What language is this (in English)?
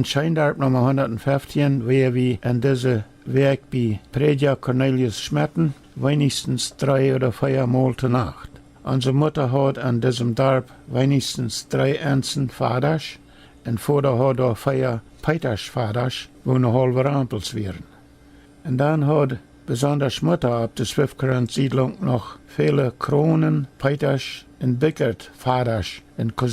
Plautdietsch